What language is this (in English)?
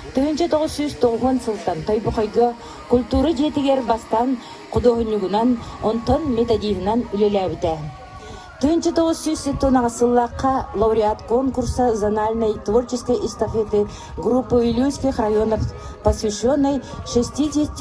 Yakut